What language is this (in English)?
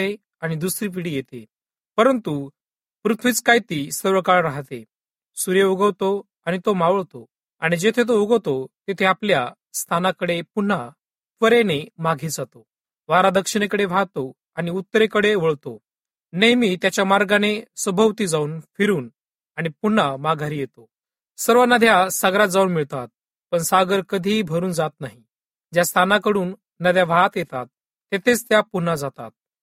Marathi